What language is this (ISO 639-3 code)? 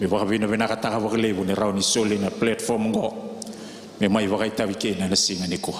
fij